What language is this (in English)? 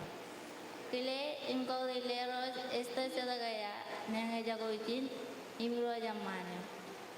Marshallese